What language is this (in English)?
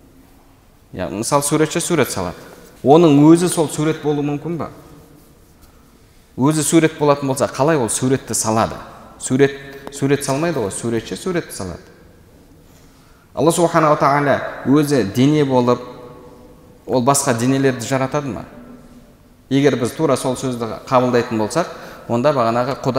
Kazakh